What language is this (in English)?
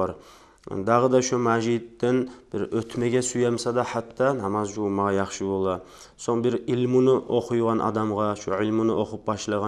Kumyk